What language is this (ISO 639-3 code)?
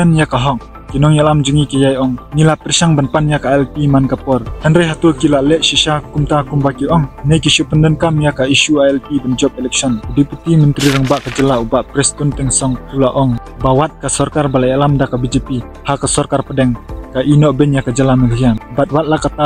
kha